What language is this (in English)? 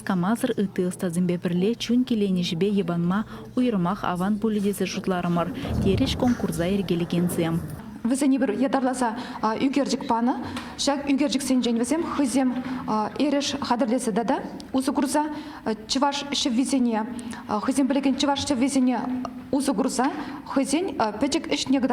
Chuvash